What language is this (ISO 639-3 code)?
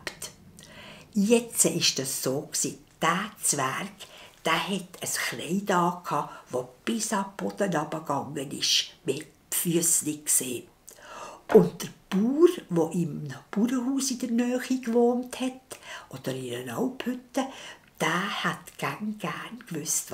gsw